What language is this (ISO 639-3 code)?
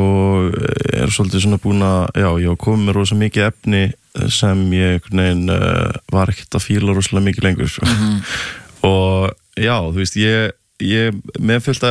isl